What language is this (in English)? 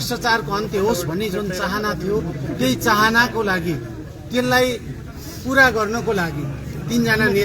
Nepali